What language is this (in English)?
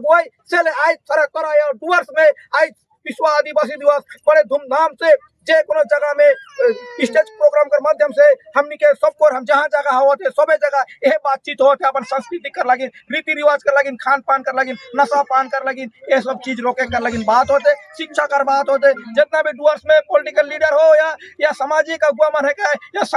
Sadri